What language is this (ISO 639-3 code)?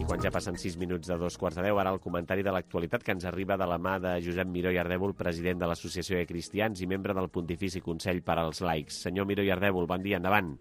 cat